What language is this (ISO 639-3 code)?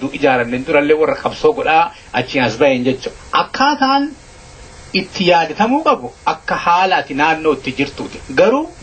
orm